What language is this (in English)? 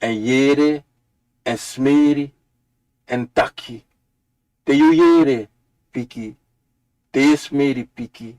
Sranan Tongo